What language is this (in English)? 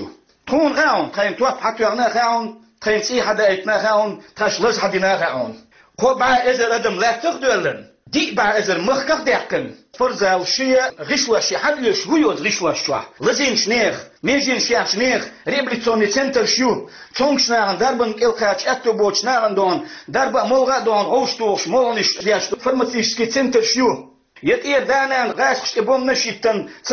Chechen